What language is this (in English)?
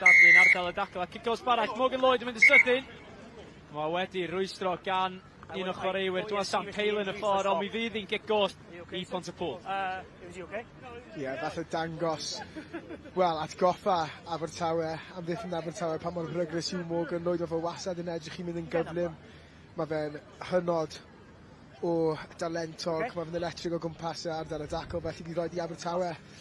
Welsh